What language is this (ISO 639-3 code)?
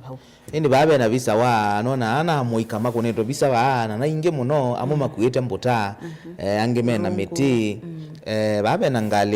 kam